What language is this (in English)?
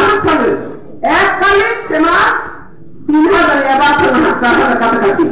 Riang (India)